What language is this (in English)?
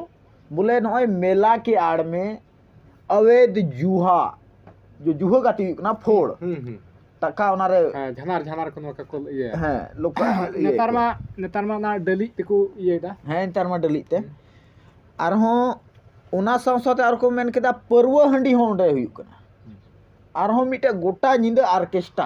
Santali